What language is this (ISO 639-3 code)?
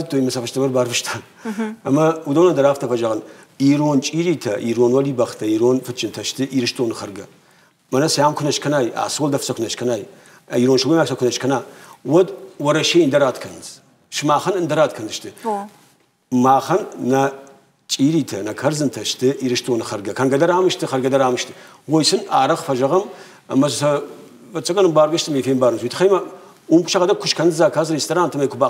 oss